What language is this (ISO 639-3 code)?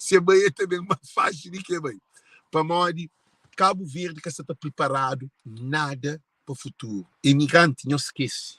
kea